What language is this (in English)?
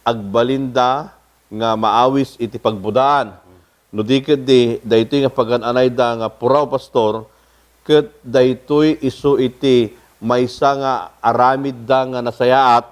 Iloko